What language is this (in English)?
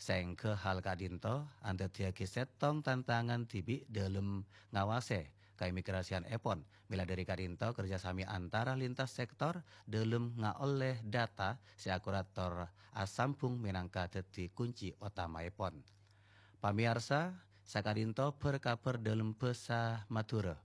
Madurese